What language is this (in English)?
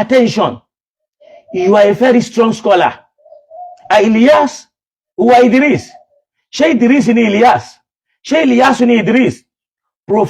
Yoruba